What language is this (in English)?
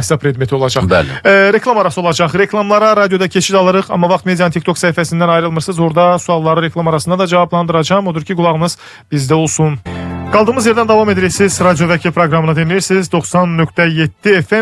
Azerbaijani